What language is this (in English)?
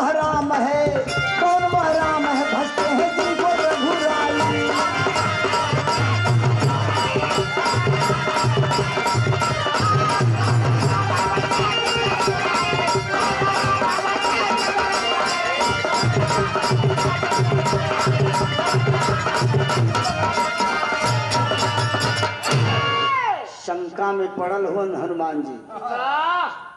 Bhojpuri